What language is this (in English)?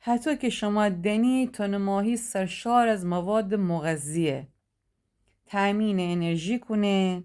Gilaki